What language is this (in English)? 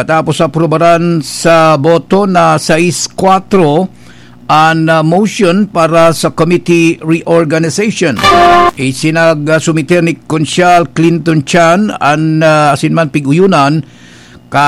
Bikol